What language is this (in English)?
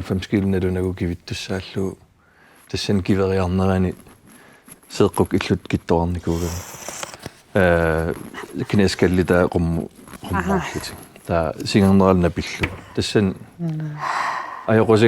Kalaallisut